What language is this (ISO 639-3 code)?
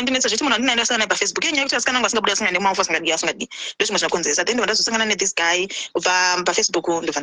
sna